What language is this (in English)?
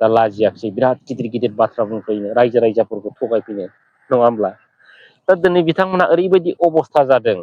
Bodo